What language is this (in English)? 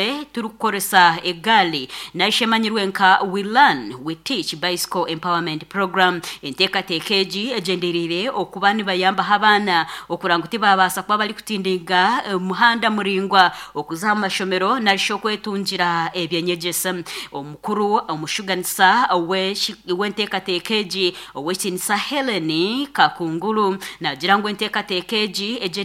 Nyankole